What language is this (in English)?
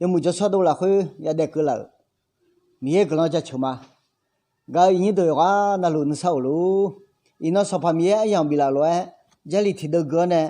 Akha